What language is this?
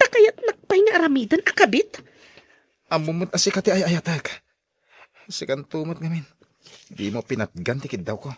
Iloko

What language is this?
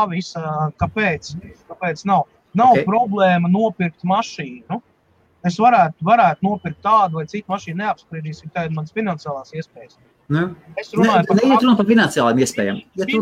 Latvian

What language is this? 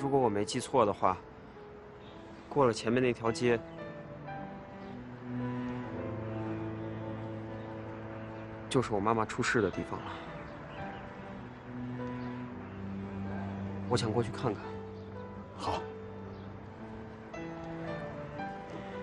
Chinese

